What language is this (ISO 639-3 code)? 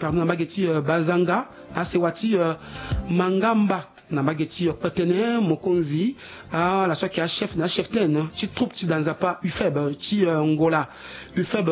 sag